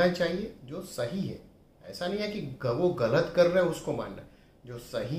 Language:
Hindi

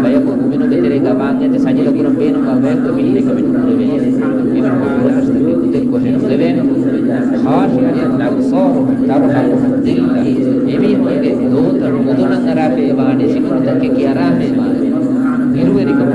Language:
Divehi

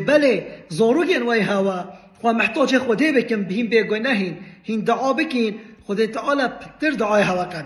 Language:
Kurdish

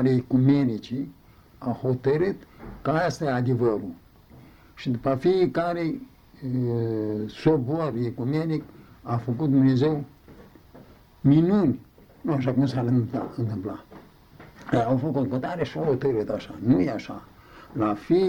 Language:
Romanian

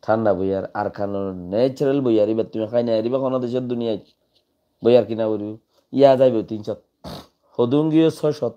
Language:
Rohingya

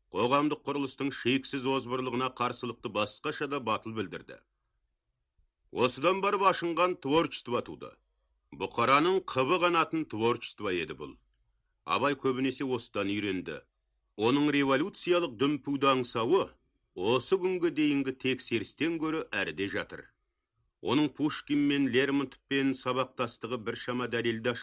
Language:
Kazakh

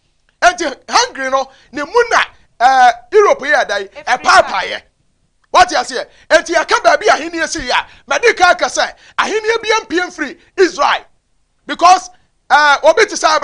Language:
Akan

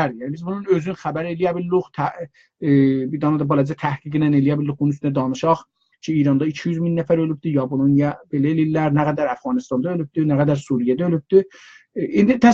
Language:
South Azerbaijani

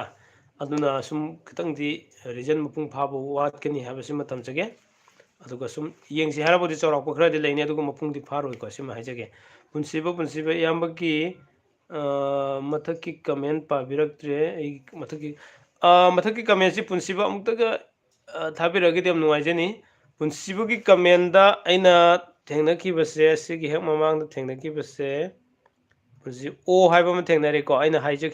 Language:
Manipuri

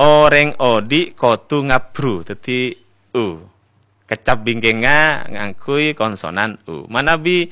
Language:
Madurese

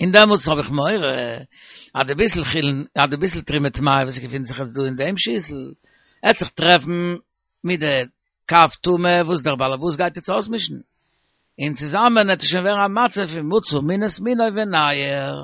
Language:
Yiddish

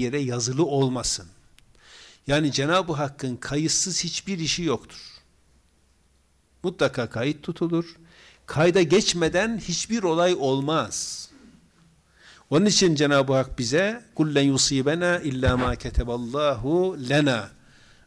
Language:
Turkish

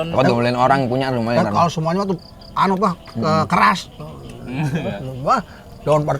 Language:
Betawi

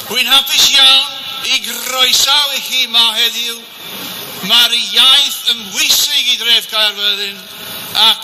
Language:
Welsh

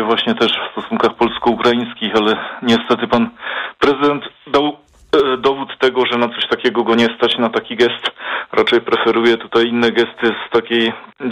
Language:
Polish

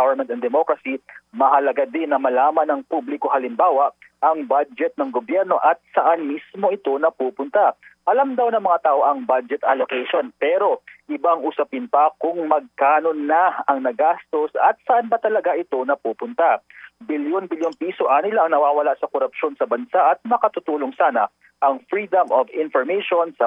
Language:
Filipino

